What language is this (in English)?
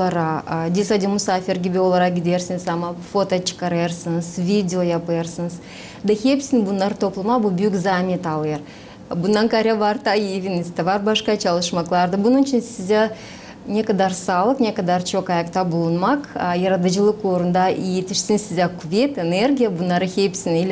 Gagauz